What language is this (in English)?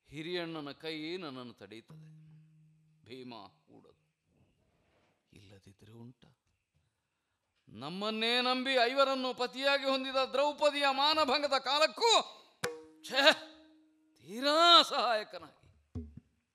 Kannada